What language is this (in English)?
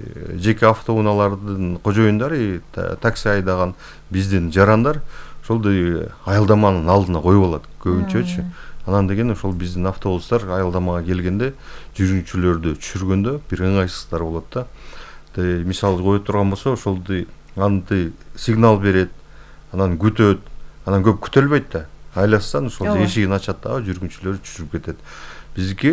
Kyrgyz